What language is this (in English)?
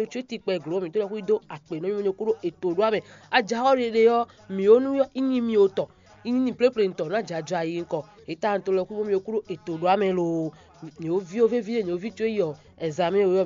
Fon